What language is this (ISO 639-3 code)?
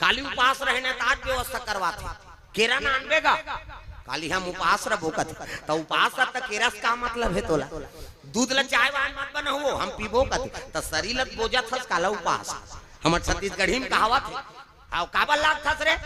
hne